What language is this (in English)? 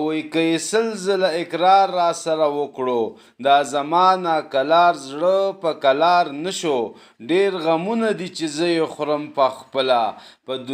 Pashto